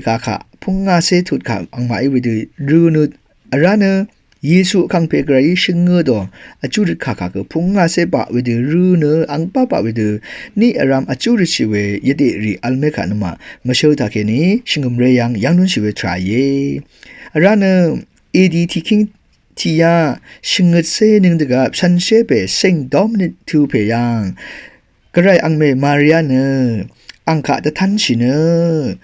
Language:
Rawang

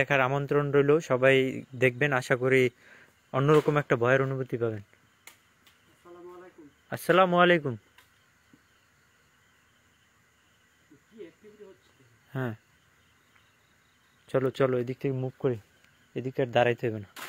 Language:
Bangla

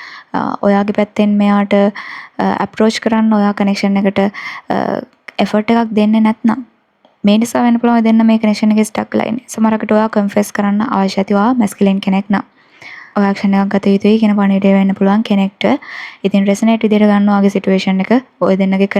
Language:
Sinhala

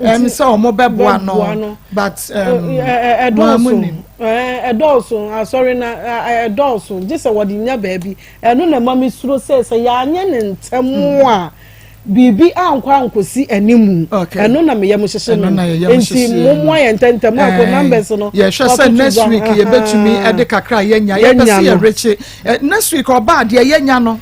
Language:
Akan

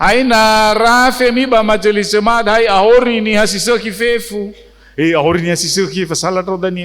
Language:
Nias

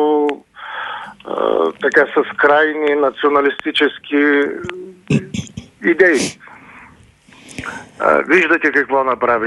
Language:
Bulgarian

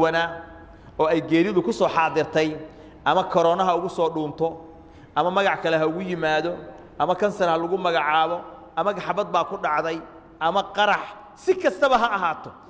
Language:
Somali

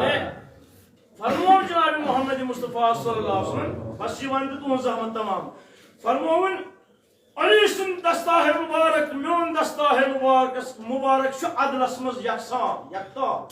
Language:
Kashmiri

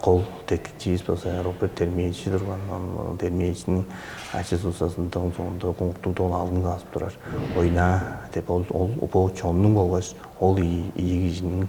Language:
Tuvinian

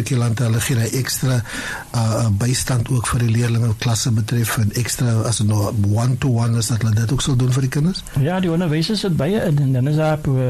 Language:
Afrikaans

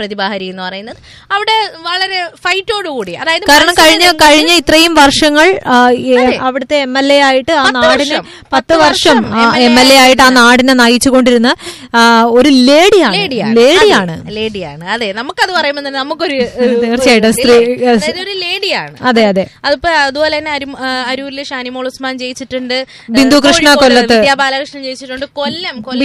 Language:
Malayalam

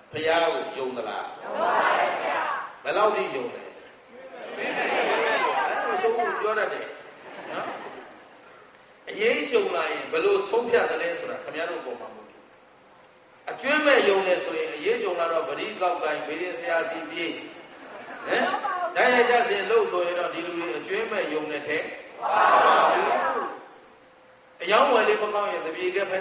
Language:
Burmese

